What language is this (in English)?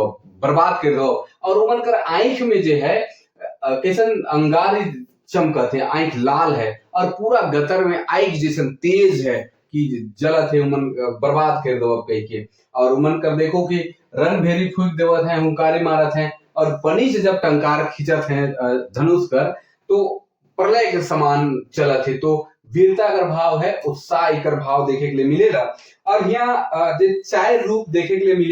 Sadri